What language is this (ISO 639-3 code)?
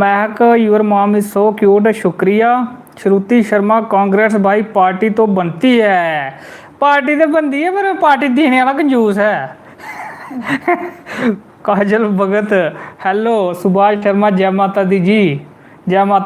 doi